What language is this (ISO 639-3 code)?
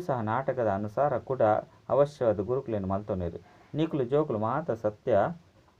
tcy